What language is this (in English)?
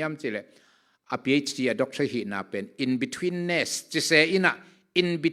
Tedim Chin